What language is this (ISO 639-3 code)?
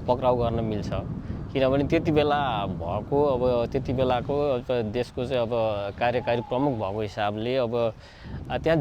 nep